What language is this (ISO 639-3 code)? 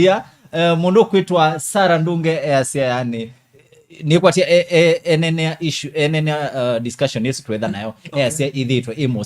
kam